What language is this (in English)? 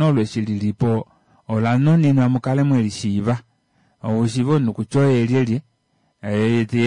Kuanyama